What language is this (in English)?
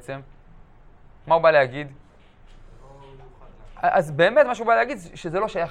Hebrew